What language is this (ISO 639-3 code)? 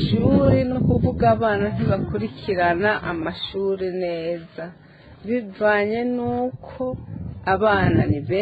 run